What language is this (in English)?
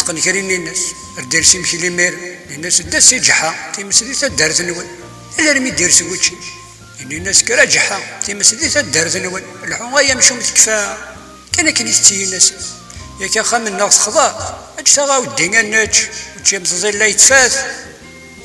Kabyle